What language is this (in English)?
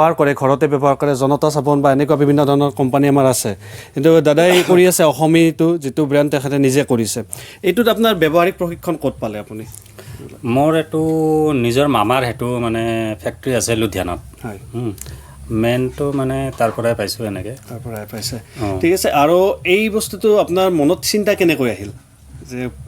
Assamese